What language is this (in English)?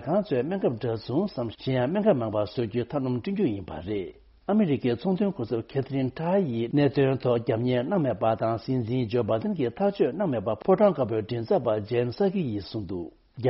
Tibetan